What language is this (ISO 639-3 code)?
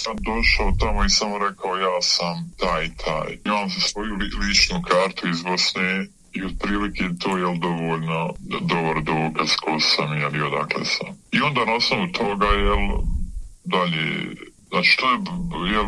bos